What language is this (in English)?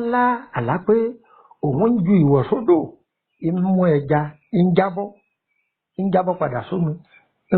Yoruba